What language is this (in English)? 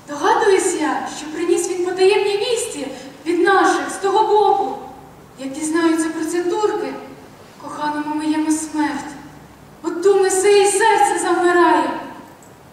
Ukrainian